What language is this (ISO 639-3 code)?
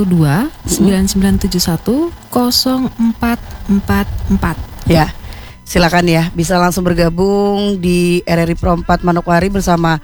ind